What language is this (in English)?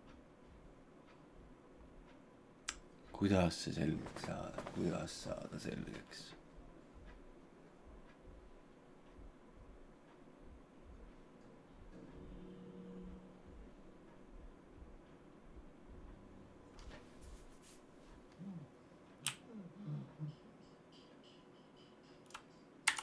Estonian